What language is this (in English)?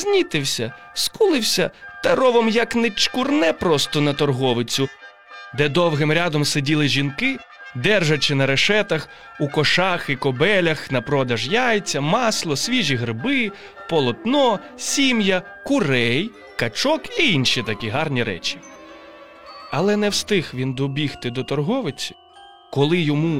Ukrainian